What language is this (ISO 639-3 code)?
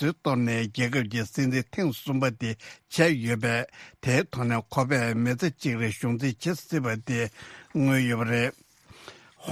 bod